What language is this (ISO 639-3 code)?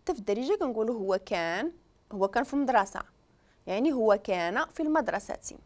ary